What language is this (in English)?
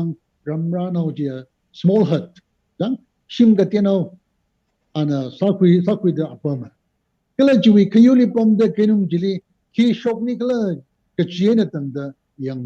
Tangkhul Naga (India)